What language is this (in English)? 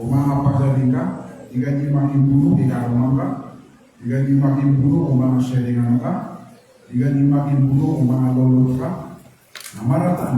Maranao